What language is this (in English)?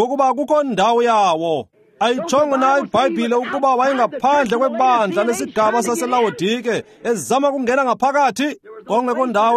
Xhosa